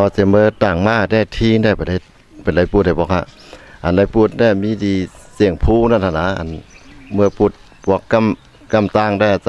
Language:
Shan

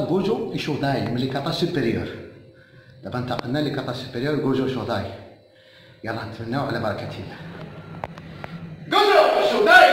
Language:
Moroccan Arabic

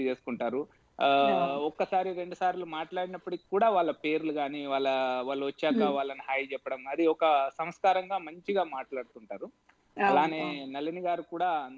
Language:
Telugu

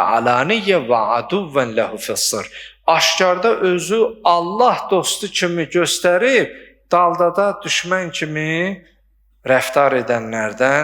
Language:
Azerbaijani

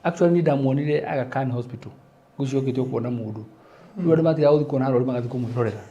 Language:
Kikuyu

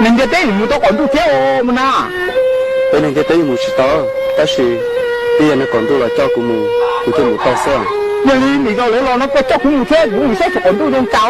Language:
Hmong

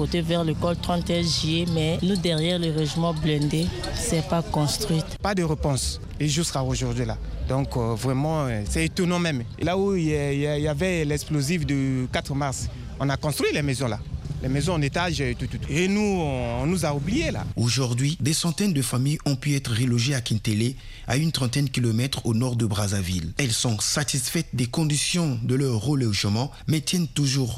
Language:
French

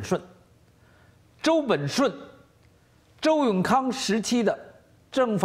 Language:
Chinese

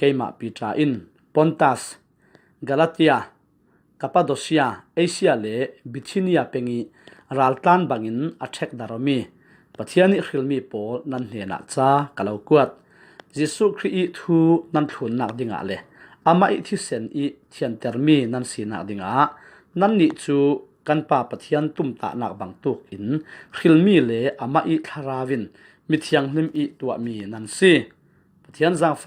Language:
Falam Chin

